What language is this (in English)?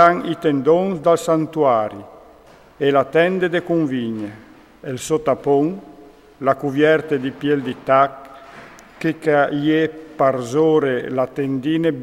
Friulian